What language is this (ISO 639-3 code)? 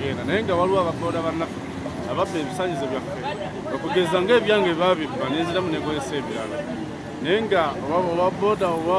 lug